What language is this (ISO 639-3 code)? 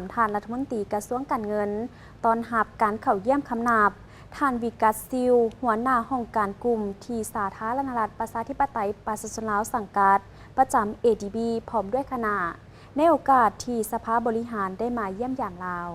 lao